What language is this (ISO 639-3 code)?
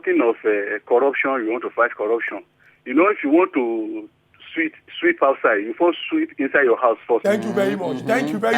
pcm